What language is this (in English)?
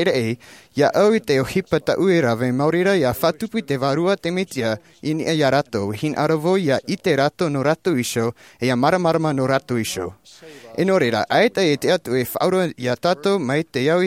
Tahitian